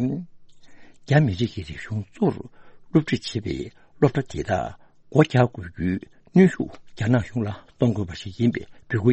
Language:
Tibetan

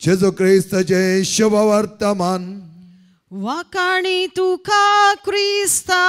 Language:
Konkani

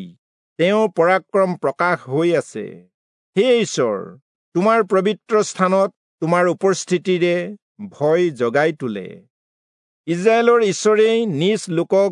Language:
Assamese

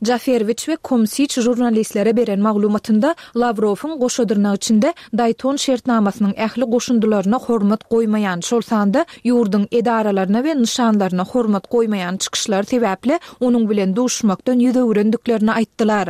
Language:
Turkmen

